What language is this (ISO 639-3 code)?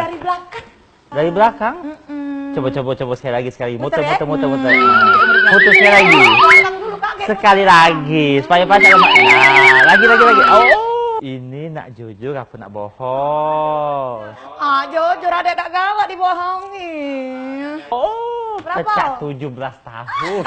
mui